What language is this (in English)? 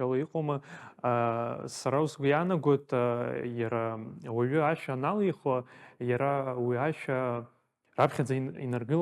Abkhazian